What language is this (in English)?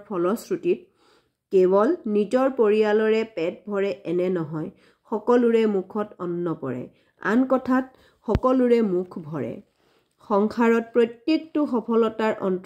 Assamese